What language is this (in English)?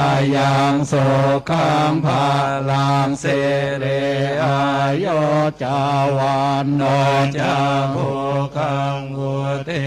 Pali